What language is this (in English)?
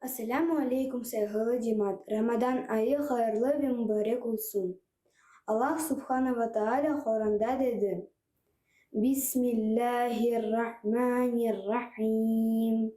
Crimean Tatar